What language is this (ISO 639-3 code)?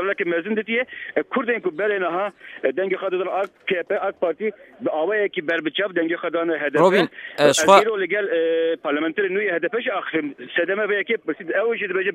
kur